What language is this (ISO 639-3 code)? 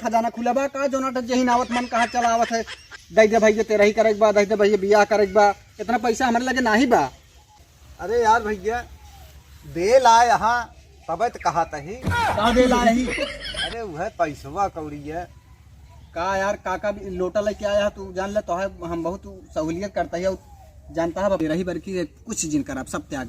awa